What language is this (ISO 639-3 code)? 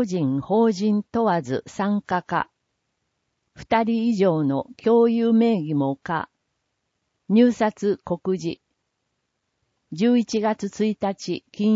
jpn